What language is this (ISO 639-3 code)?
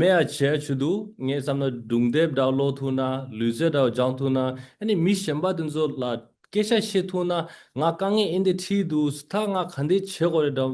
bod